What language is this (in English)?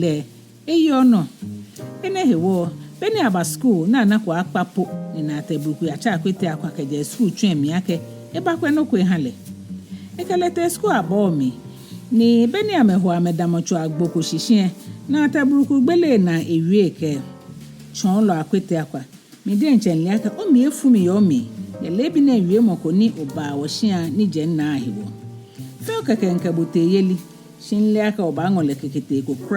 Ga